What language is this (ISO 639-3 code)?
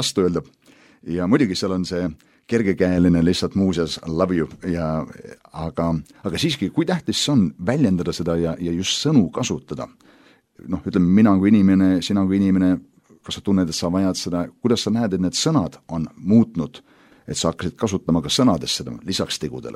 est